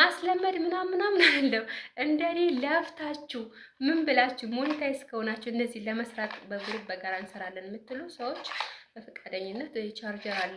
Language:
Amharic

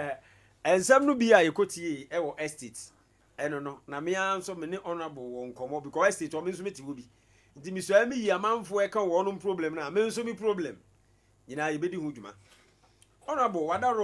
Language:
Akan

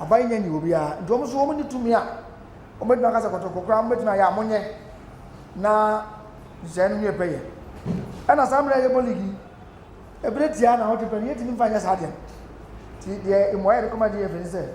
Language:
Akan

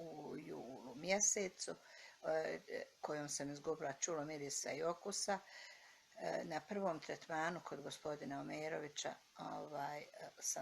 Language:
Bosnian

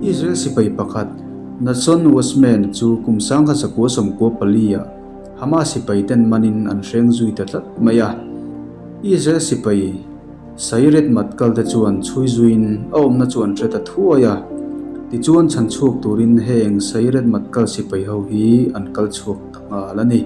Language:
Mizo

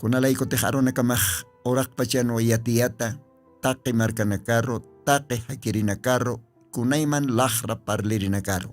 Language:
Aymara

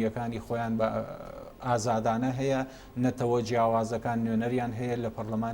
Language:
Central Kurdish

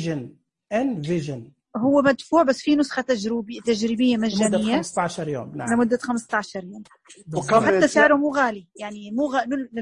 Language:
Najdi Arabic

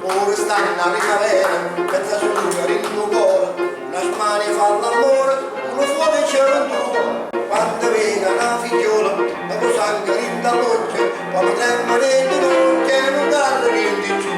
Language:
Neapolitan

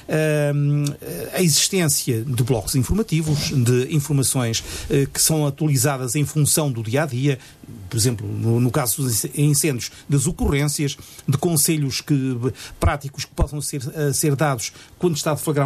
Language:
Portuguese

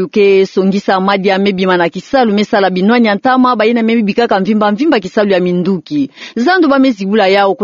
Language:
Kituba (Democratic Republic of Congo)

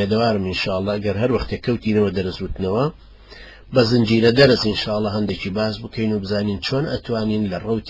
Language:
Central Kurdish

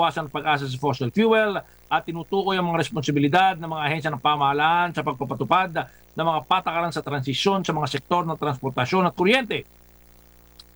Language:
Filipino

